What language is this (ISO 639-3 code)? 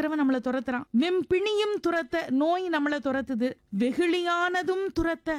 tam